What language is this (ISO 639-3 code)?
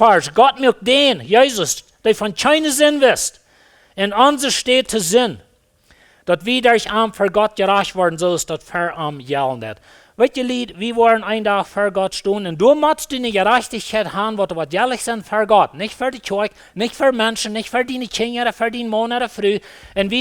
pdt